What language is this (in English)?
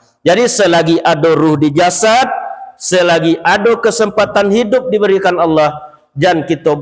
Minangkabau